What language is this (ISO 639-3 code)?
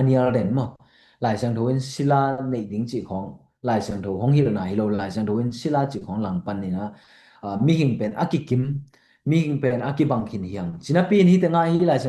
ctd